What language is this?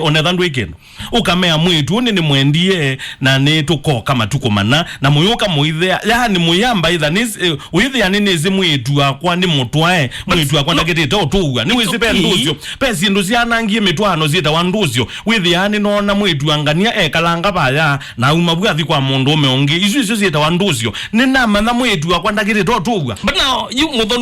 Kamba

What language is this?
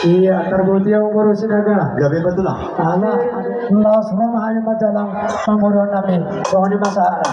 Batak Toba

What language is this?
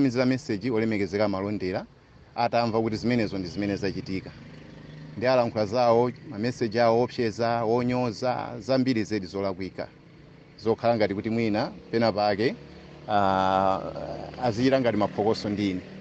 Nyanja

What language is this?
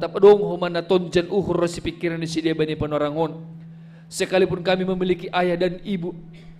Batak Simalungun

